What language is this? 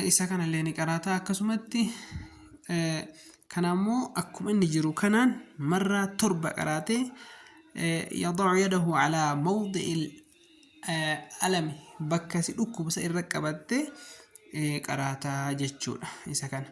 Oromo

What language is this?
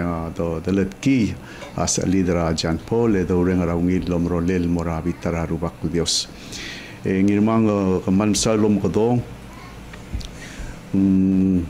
Palauan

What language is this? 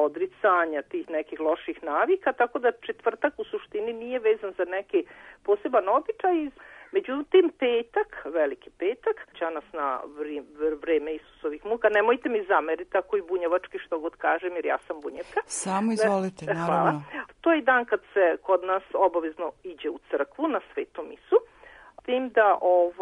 Serbian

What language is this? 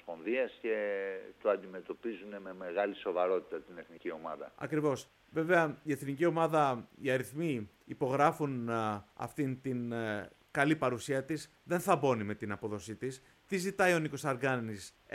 Greek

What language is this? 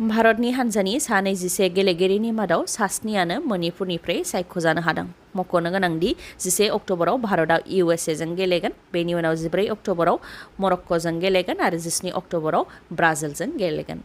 Bodo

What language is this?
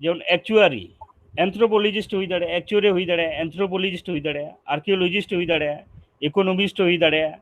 Santali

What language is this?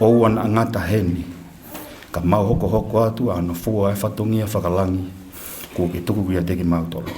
Tongan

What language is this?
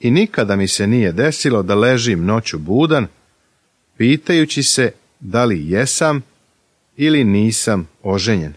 Serbian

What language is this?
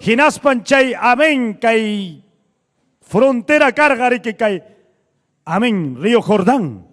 Ayacucho Quechua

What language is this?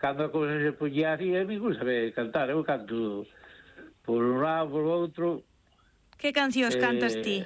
Galician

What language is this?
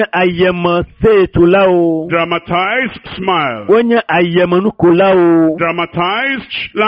Ewe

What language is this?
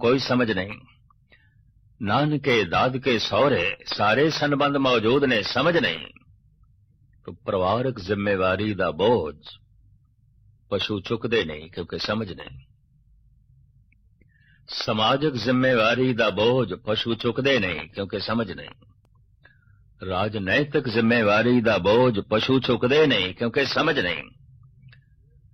Punjabi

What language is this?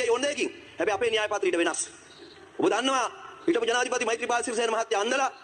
Sinhala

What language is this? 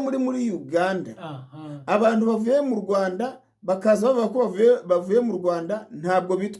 Kinyarwanda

